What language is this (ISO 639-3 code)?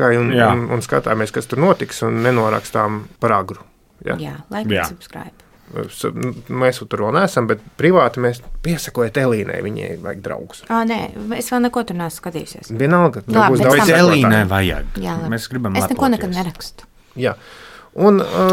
lav